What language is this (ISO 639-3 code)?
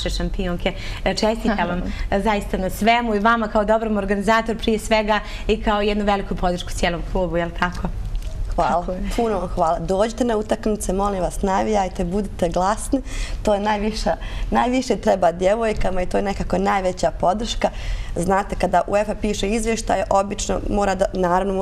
bos